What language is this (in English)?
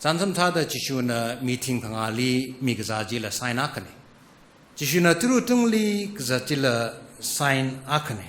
Tangkhul Naga (India)